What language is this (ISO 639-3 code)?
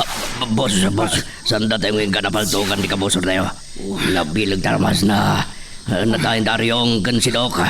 ilo